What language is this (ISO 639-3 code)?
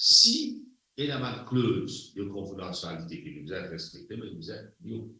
mfe